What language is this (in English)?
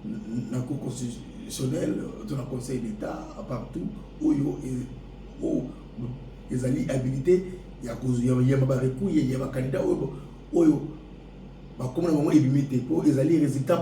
Lingala